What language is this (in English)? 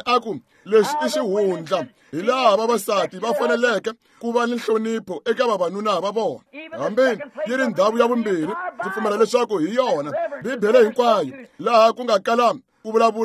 Tsonga